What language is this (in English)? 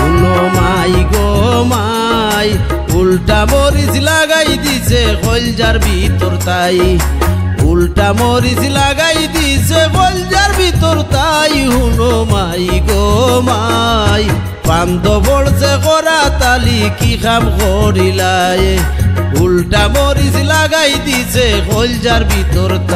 Sylheti